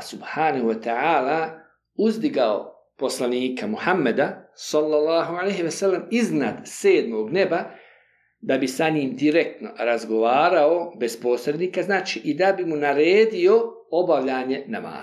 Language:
Bosnian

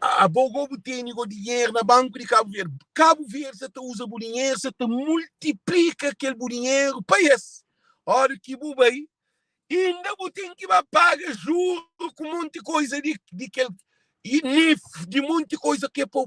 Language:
Kabuverdianu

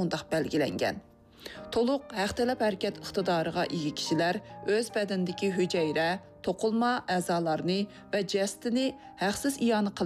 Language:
Uyghur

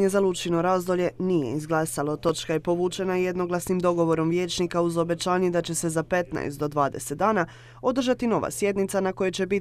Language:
Croatian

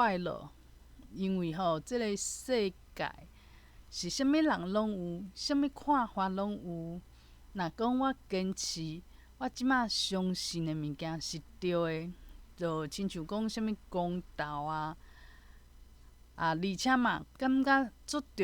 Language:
Min Nan Chinese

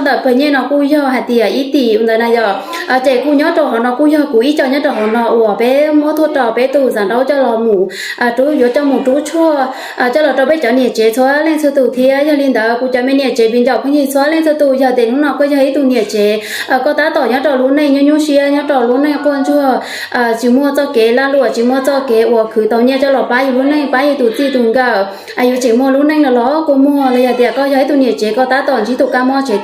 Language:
Hmong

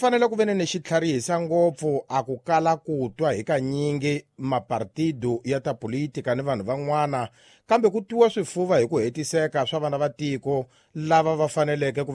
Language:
Tsonga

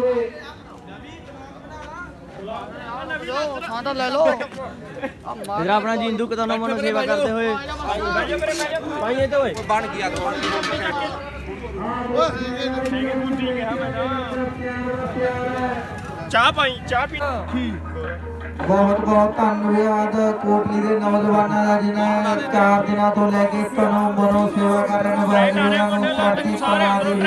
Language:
Punjabi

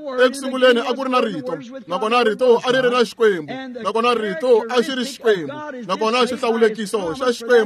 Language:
Tsonga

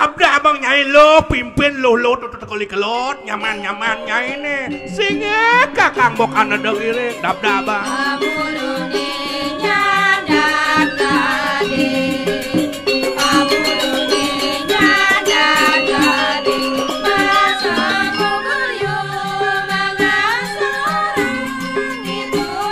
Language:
Balinese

